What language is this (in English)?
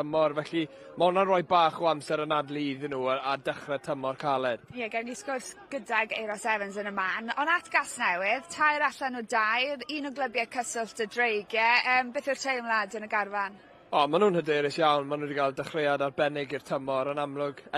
Welsh